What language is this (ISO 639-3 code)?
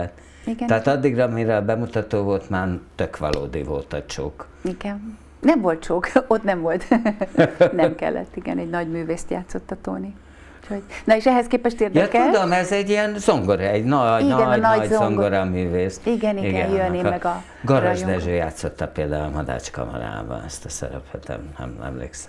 hun